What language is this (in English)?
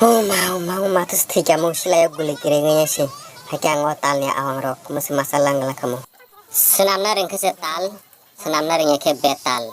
Kok Borok